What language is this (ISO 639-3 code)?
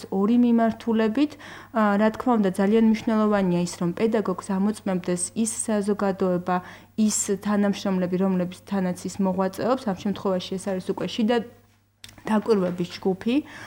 kat